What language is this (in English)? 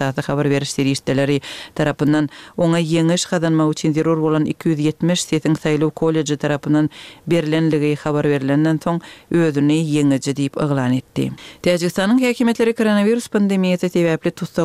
Kyrgyz